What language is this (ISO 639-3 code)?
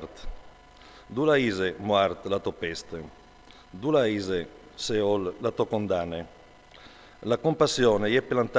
fur